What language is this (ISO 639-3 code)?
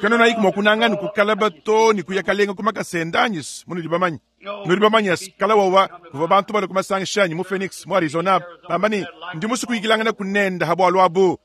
lua